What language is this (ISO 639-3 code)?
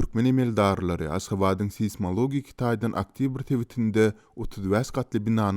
tuk